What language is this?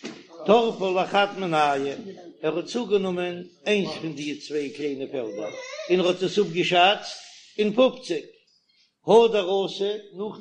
Yiddish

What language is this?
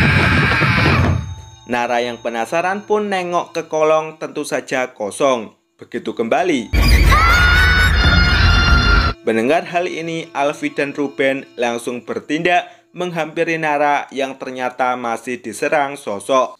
Indonesian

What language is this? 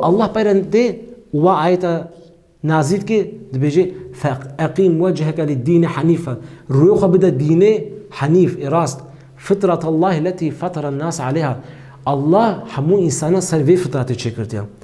Kurdish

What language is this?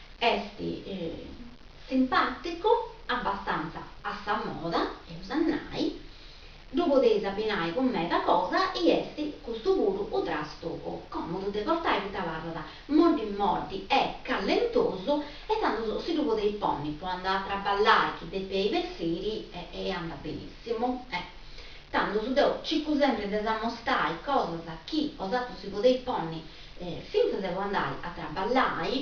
Sardinian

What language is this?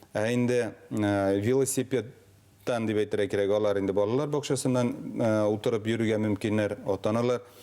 Bashkir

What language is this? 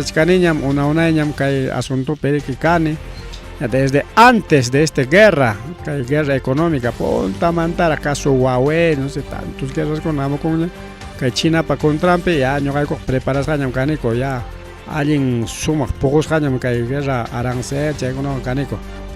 Ayacucho Quechua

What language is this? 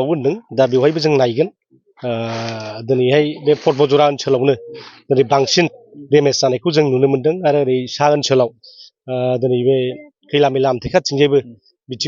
Bodo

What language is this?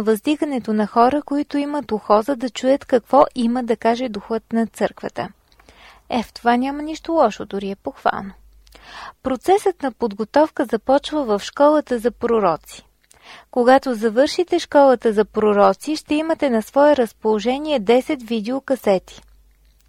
Bulgarian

